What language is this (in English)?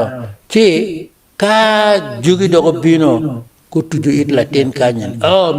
Acoli